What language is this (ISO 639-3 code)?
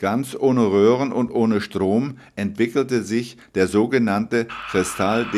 deu